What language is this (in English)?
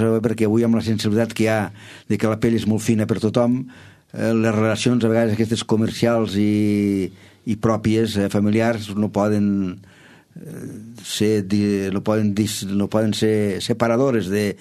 Catalan